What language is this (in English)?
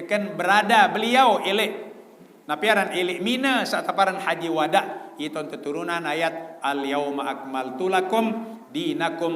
Sasak